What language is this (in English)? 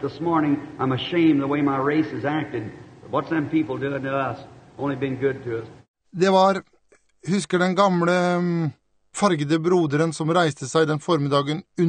Norwegian